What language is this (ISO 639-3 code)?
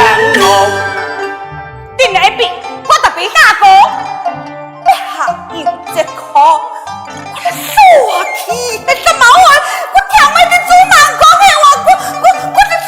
cpx